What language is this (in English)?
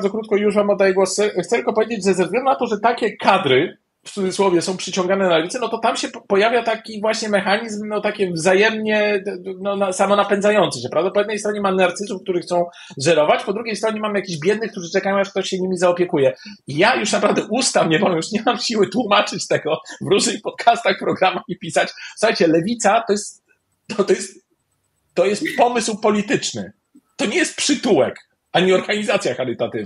Polish